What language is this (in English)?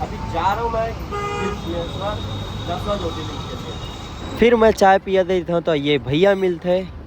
Chhattisgarhi